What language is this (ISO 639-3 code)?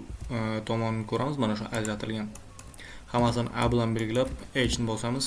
uzb